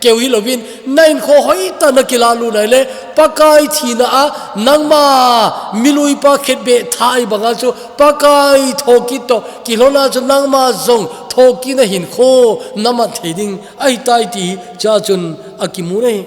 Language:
Thado Chin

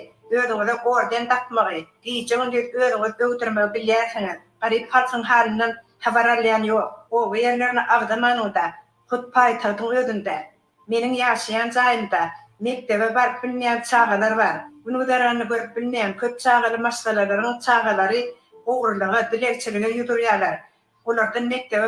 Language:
Turkmen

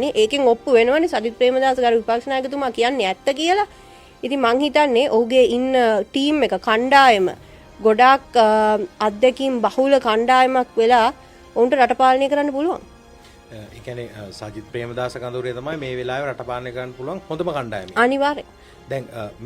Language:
Sinhala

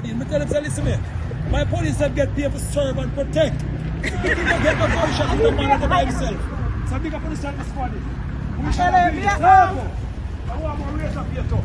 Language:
Jamaican Creole English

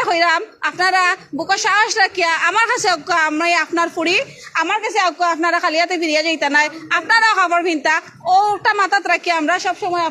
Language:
Sylheti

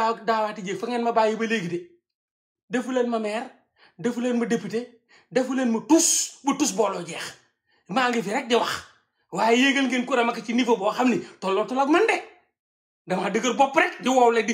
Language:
Wolof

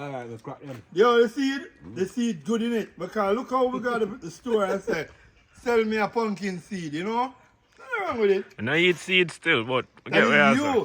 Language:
Jamaican Creole English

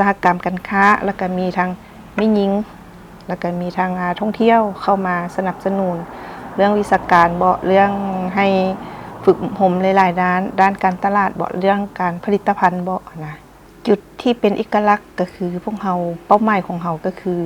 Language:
Lao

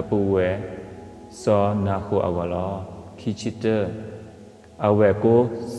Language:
S'gaw Karen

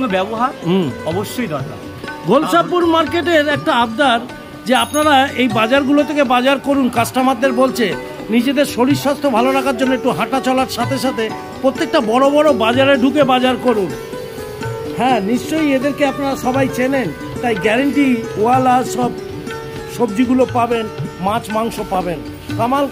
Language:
Bangla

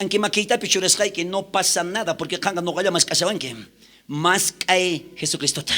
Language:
South Bolivian Quechua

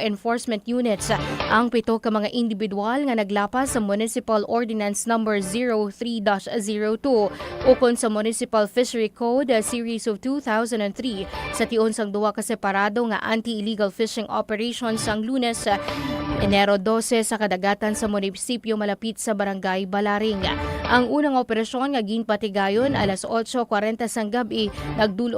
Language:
Hiligaynon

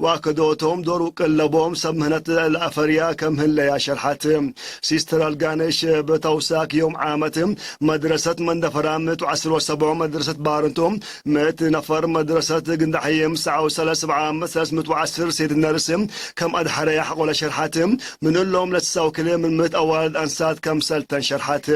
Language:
Tigre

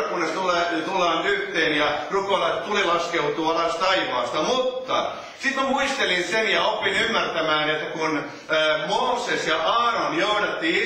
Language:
Finnish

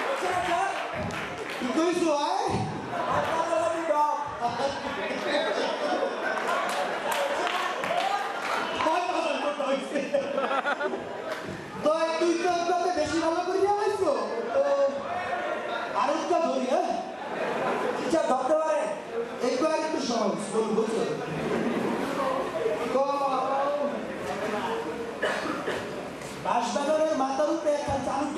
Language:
Bangla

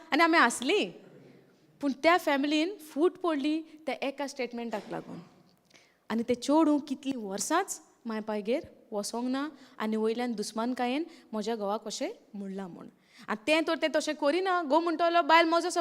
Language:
Konkani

